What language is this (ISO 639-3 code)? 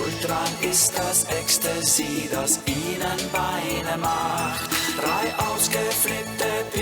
gsw